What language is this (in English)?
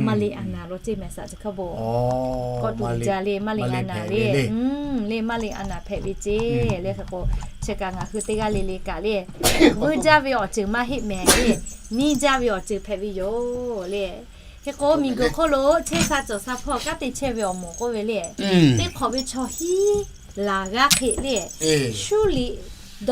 Lahu